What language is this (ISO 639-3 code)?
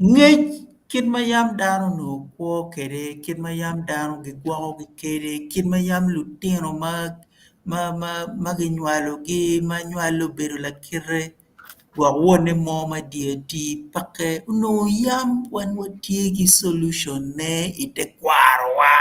ach